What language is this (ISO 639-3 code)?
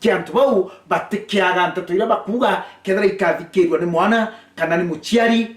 mer